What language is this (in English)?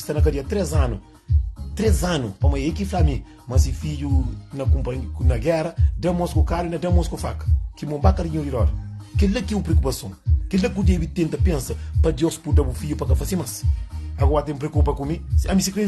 Kabuverdianu